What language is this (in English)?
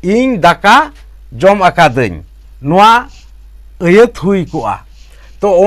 Santali